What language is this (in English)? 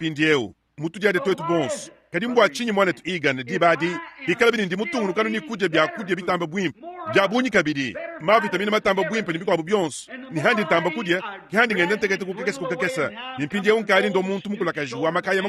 Luba-Lulua